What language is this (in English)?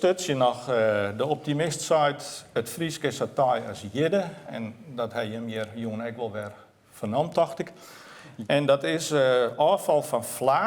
Western Frisian